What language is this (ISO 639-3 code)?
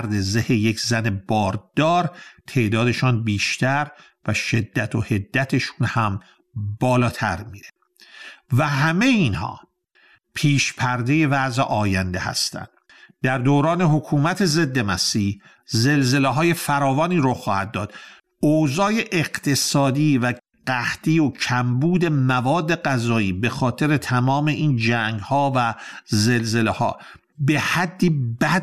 fas